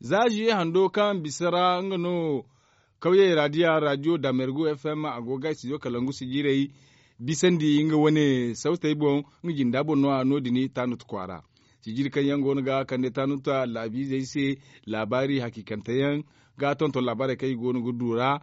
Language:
Zarma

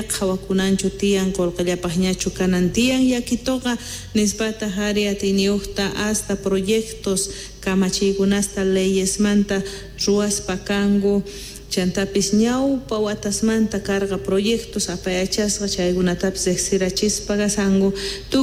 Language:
Quechua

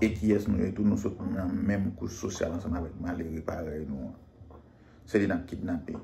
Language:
Haitian Creole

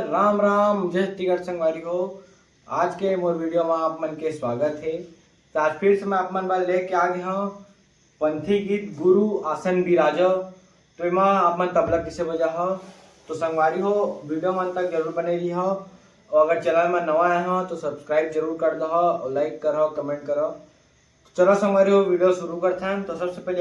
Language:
Chhattisgarhi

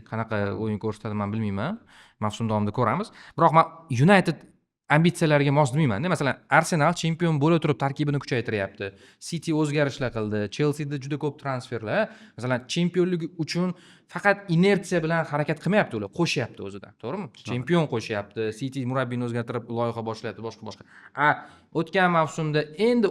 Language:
Uzbek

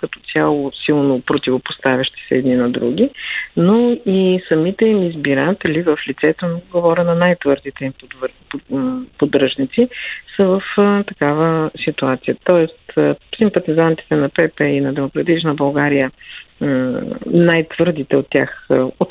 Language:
Bulgarian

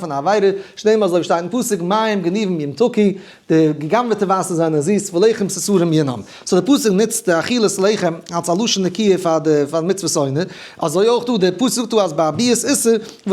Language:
Yiddish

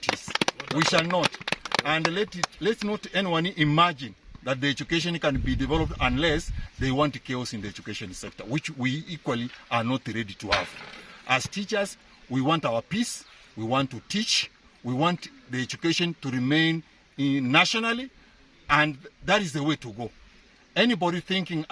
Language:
Gusii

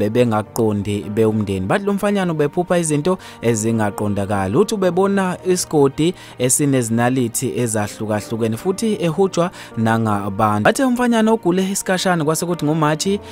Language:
Zulu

